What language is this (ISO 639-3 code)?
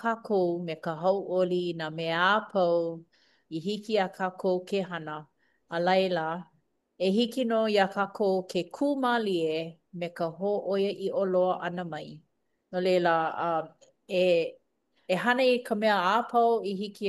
haw